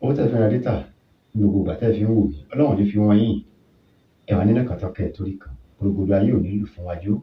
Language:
Yoruba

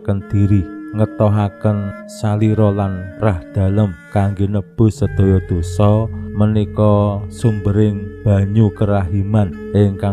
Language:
Javanese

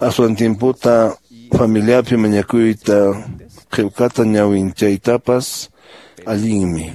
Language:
Quechua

